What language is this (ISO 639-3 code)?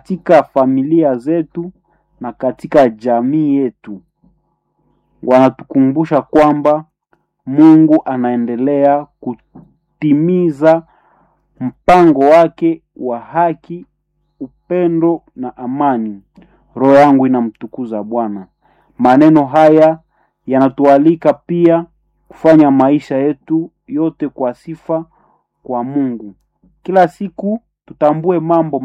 swa